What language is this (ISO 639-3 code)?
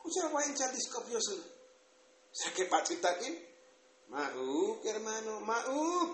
tzo